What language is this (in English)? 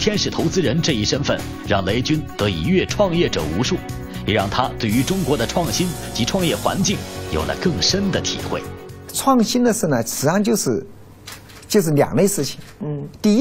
Chinese